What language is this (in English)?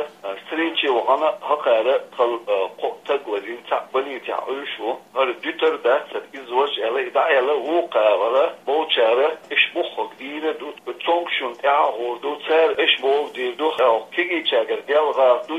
Chechen